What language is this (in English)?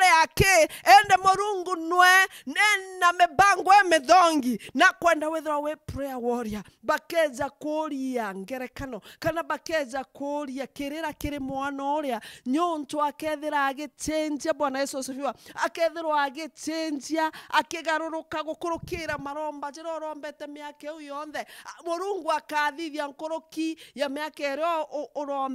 Meru